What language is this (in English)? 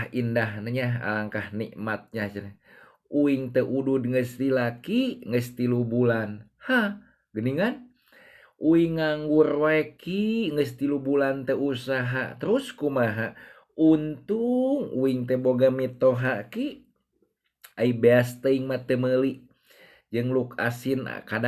Sundanese